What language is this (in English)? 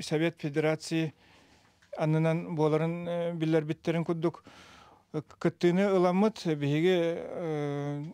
Yakut